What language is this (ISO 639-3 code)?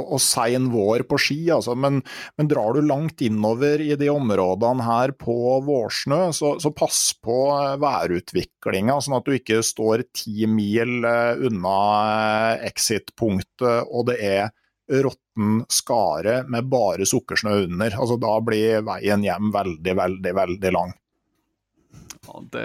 nor